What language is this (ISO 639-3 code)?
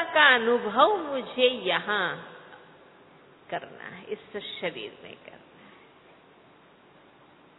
hin